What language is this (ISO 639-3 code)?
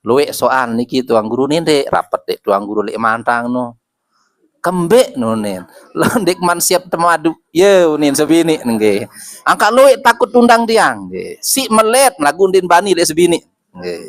sas